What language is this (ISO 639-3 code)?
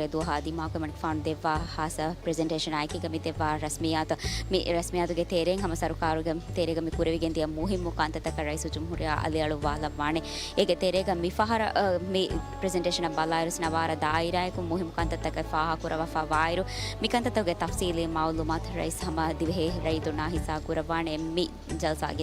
div